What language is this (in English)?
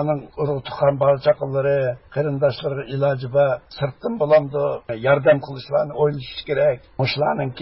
Uyghur